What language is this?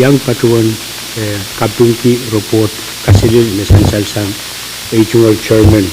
Pohnpeian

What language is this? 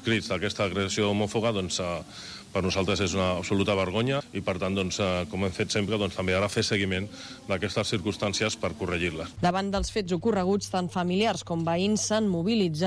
Catalan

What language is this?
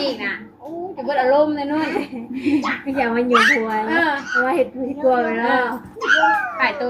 Northeastern Thai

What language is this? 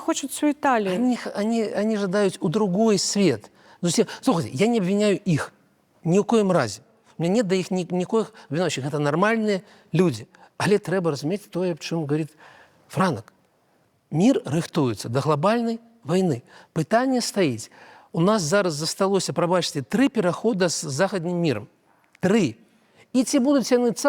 Belarusian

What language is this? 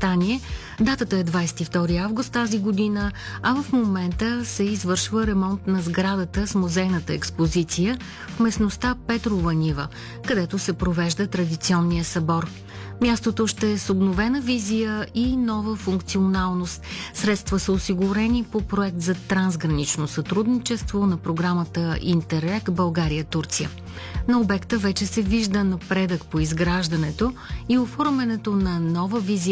Bulgarian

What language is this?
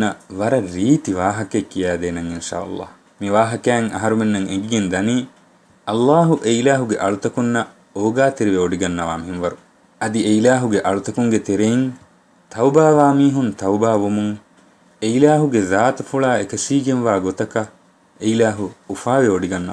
Divehi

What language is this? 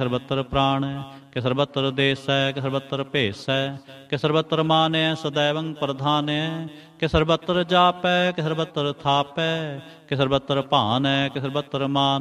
Punjabi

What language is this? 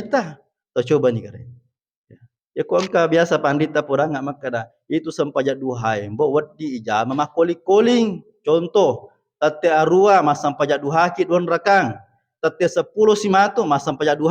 Buginese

